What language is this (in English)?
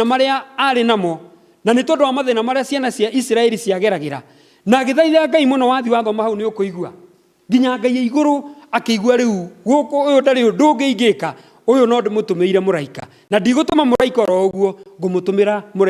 Kikuyu